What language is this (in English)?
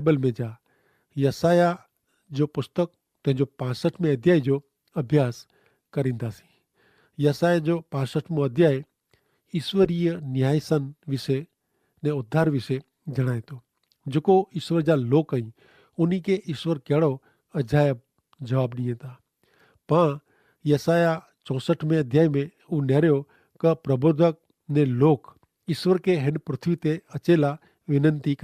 Kachhi